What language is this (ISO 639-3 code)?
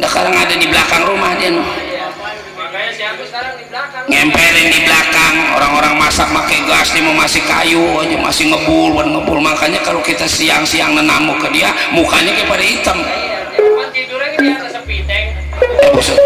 bew